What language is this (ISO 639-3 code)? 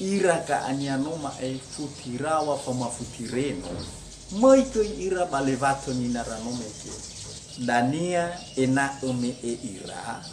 nia